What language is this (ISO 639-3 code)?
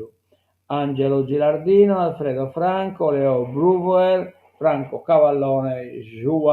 srd